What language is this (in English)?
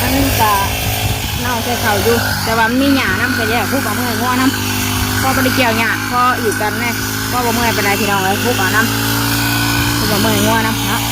Northeastern Thai